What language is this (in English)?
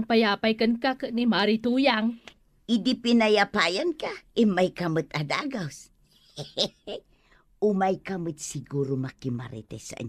Iloko